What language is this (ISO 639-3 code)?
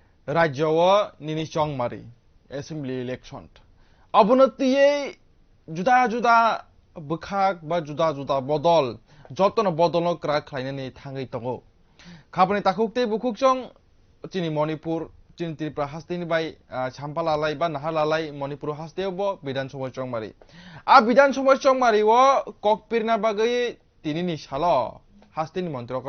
trp